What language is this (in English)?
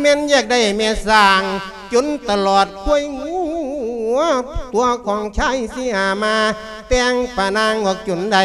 Lao